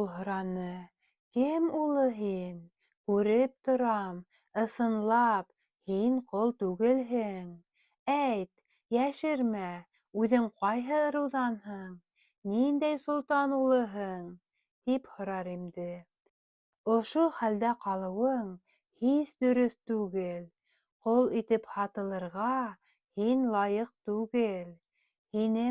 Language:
Bashkir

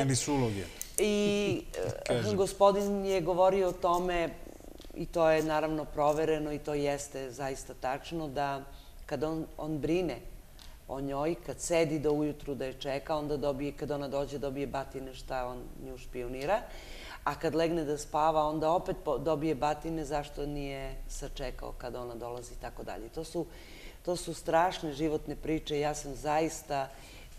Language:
Serbian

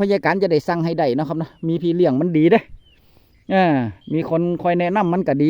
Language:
Northeastern Thai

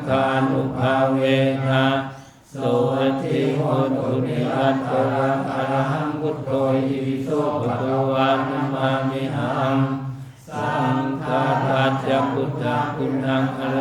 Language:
Pali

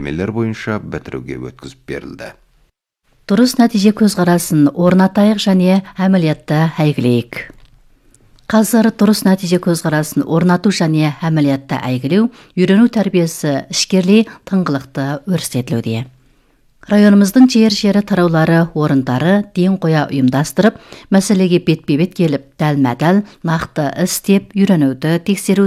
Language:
Kazakh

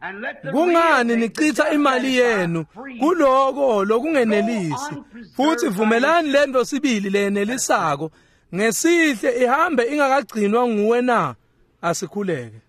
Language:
Swati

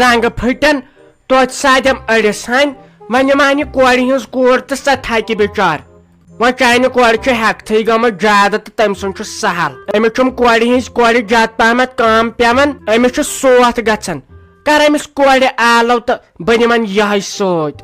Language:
Kashmiri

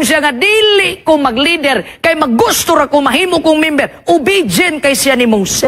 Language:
Cebuano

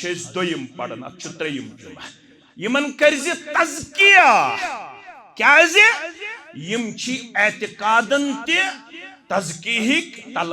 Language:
Kashmiri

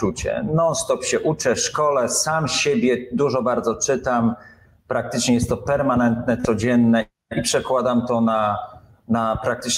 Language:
Polish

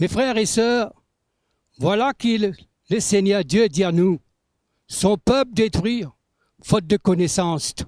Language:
Morisyen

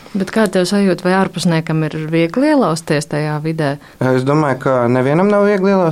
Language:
Latvian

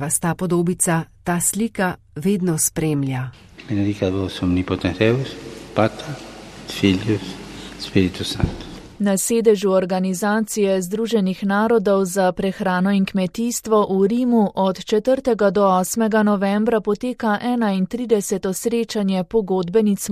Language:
Slovenian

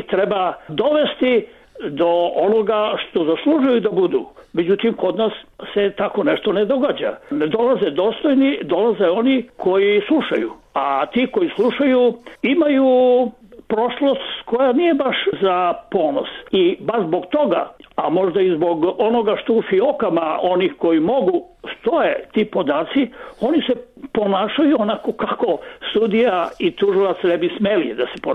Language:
Serbian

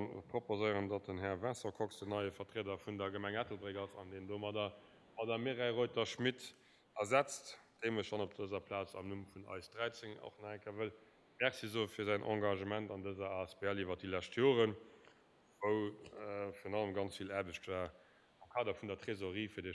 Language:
Luxembourgish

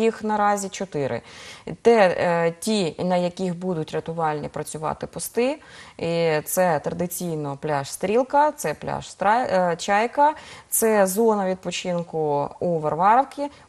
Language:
Ukrainian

